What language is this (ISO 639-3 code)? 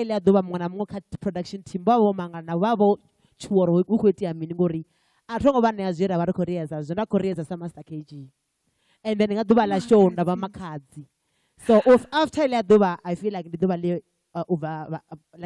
ven